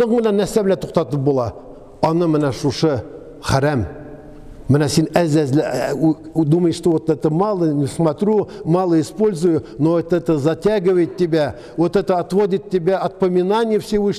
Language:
Tatar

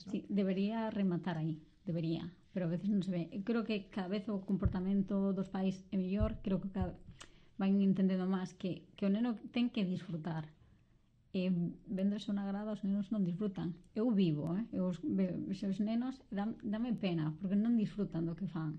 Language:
Galician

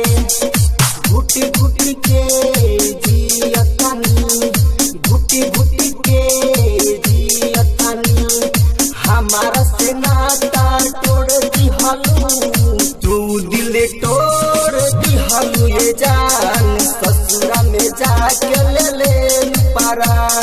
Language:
Bhojpuri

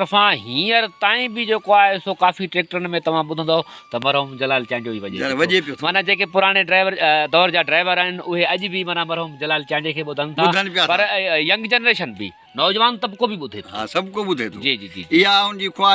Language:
Sindhi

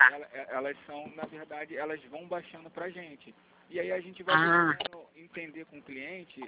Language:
Portuguese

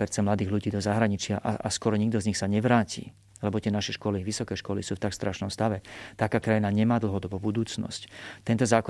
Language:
Slovak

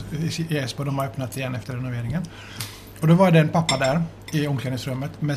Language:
Swedish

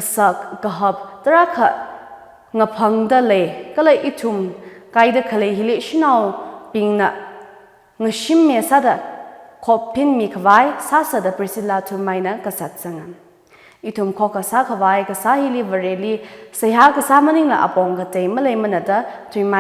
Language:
Tangkhul Naga (India)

